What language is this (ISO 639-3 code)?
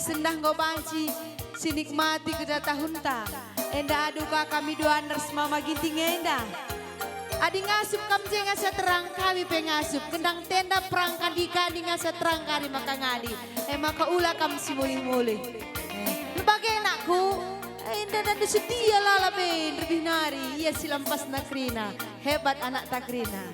btx